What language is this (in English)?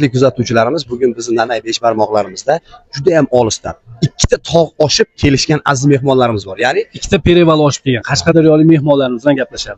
Uzbek